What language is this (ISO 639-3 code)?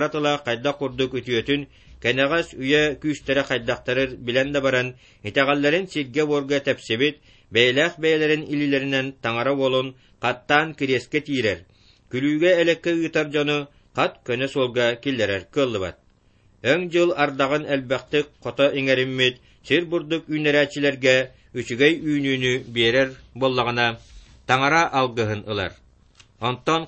sah